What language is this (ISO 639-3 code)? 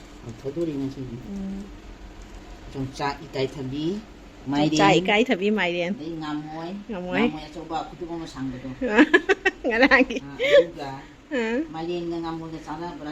mni